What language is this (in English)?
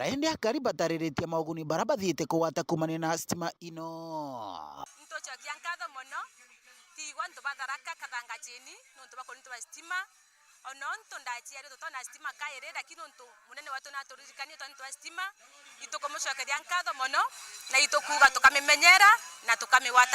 Meru